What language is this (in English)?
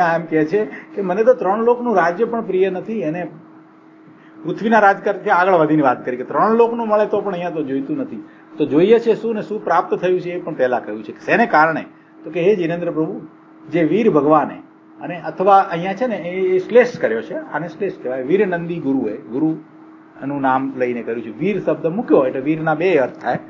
Gujarati